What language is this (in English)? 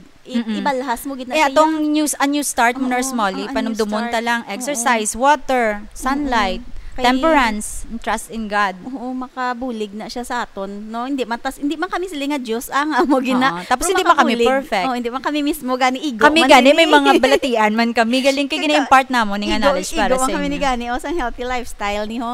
Hiligaynon